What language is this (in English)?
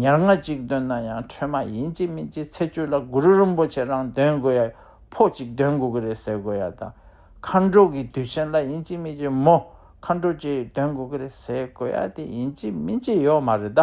Tibetan